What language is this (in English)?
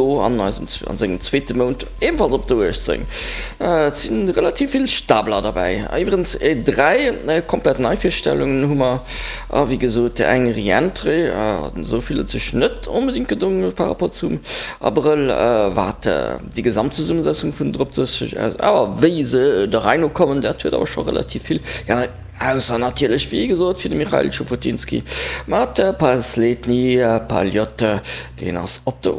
Luxembourgish